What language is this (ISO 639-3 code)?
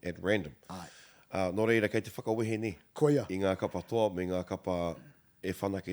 mri